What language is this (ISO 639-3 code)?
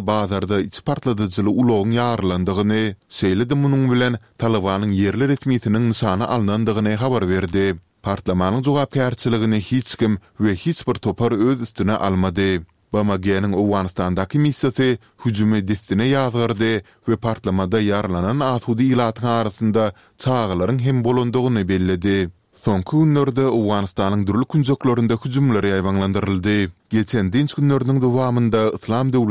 tuk